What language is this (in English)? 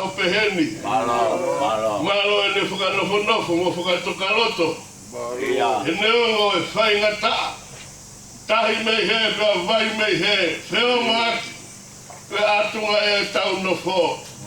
Tongan